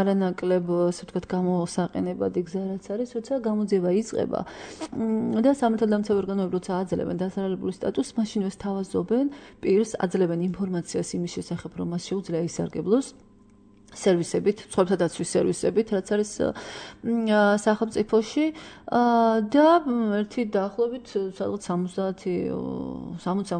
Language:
Georgian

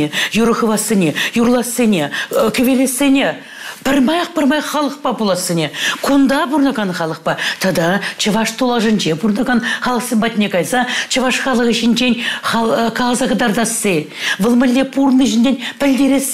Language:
Chuvash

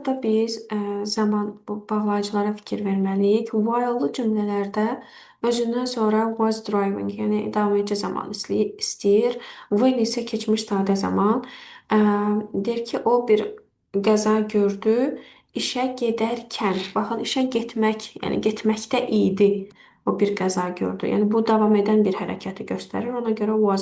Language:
Azerbaijani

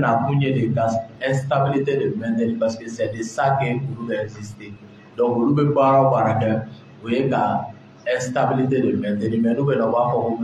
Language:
Bambara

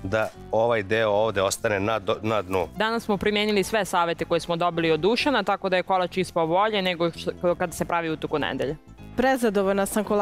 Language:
Serbian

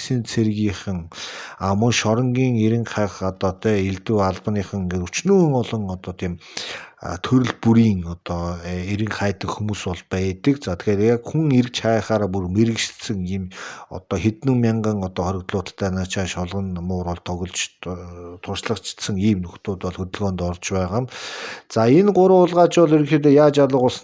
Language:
Mongolian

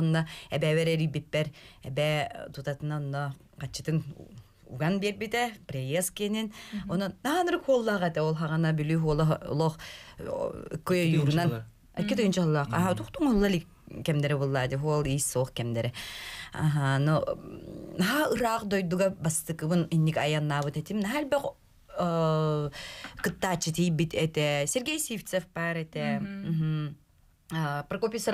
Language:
Yakut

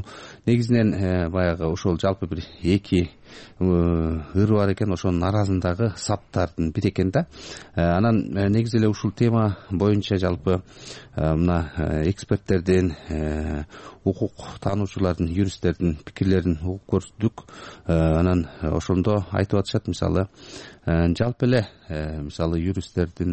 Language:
Kyrgyz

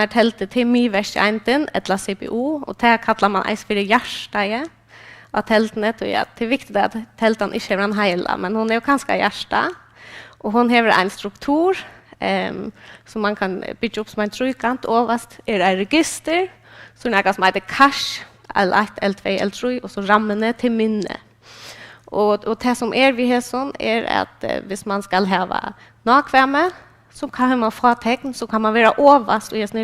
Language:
Faroese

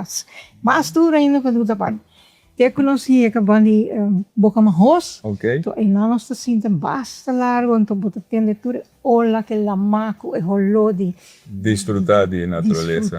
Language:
Papiamento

